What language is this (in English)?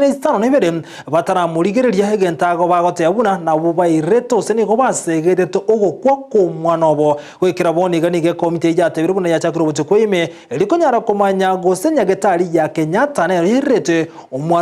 Gusii